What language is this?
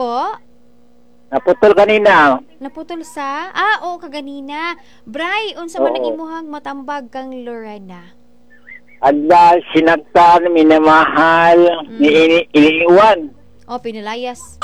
Cebuano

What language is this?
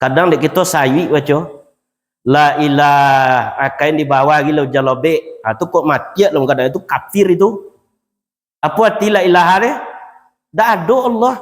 Minangkabau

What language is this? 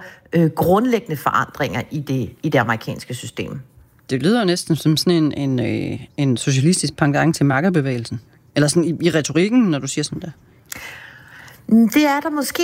Danish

